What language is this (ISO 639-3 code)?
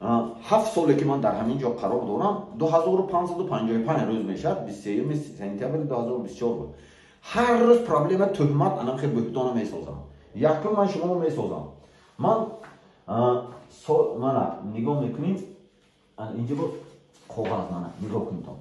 tgk